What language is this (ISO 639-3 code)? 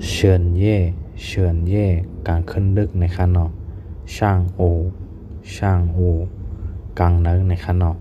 shn